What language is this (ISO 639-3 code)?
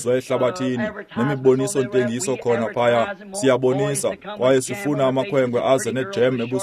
xho